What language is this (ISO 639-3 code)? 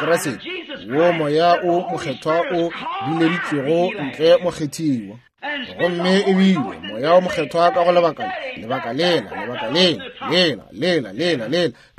nso